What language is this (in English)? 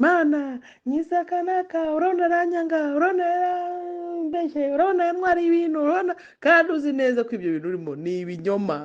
Kinyarwanda